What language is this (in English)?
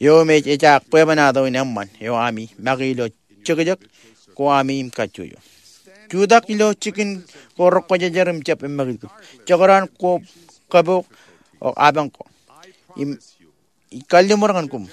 Marshallese